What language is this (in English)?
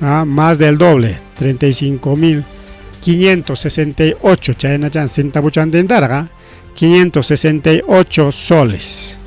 Ayacucho Quechua